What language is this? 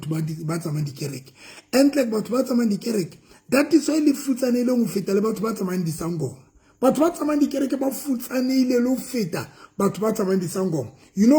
Southern Sotho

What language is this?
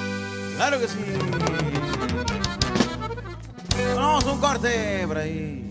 Spanish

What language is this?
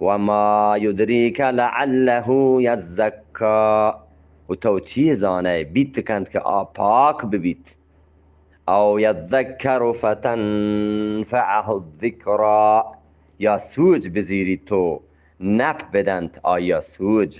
Eastern Balochi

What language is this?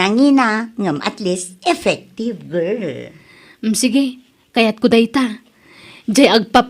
Iloko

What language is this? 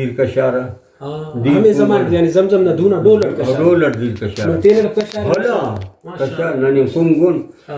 Brahui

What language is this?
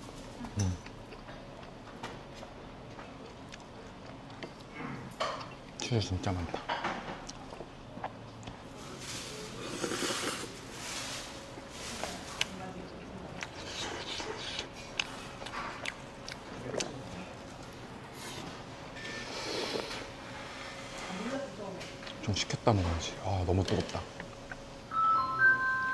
Korean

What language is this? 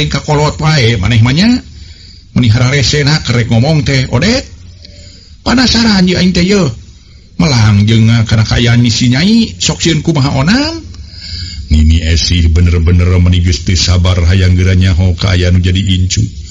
Sundanese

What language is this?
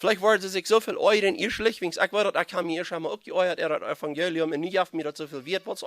Plautdietsch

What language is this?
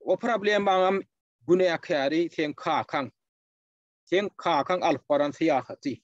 Turkmen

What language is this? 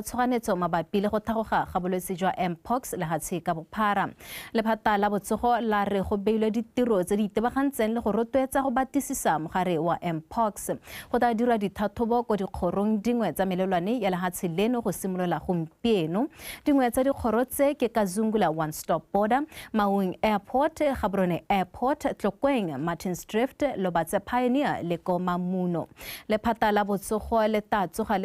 Tswana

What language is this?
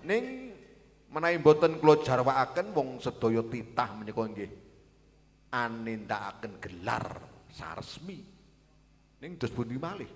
Javanese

